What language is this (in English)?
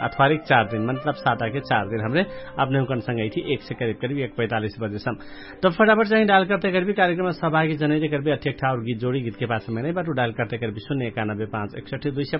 Dangaura Tharu